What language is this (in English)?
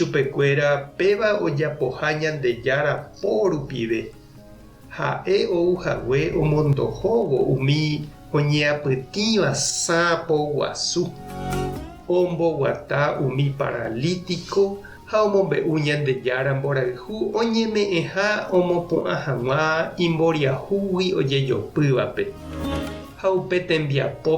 Guarani